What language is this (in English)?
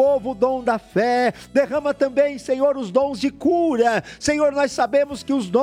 Portuguese